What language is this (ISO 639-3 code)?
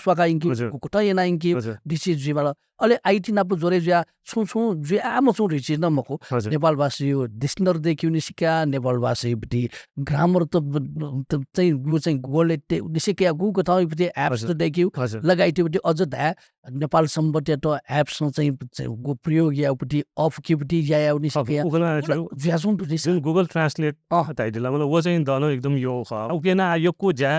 new